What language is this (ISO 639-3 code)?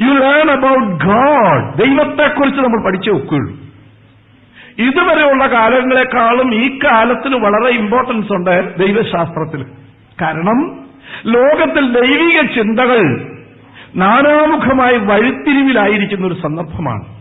mal